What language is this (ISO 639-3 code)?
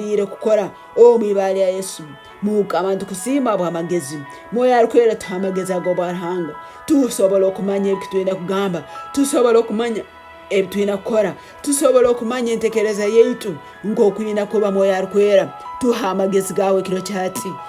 ttj